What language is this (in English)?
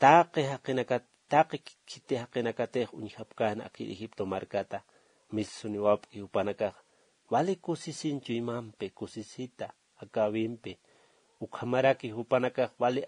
Aymara